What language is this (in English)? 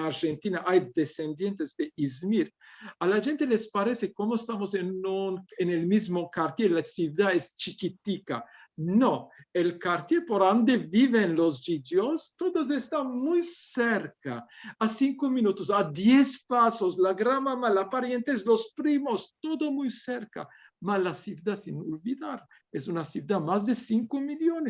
Ladino